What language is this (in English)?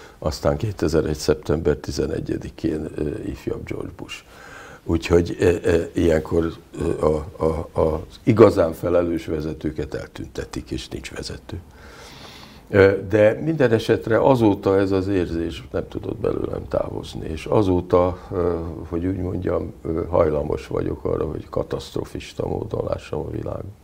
Hungarian